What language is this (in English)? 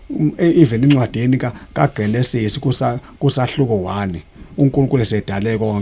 Zulu